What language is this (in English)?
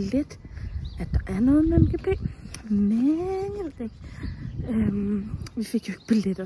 Danish